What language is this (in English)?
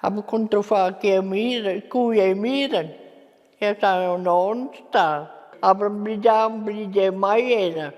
Romansh